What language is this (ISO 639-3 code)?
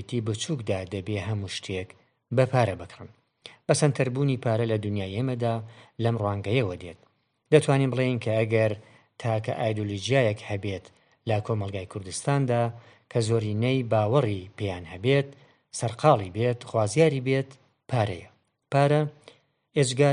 ckb